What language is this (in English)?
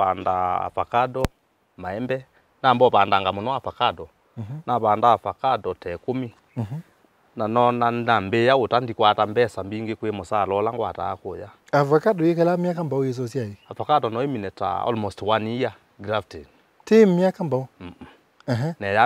Kamba